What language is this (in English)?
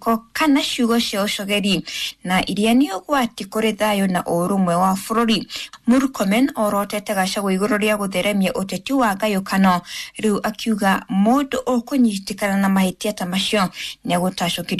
Kikuyu